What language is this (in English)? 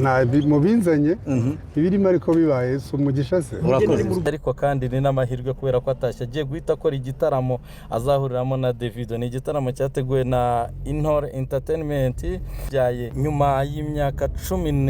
Kinyarwanda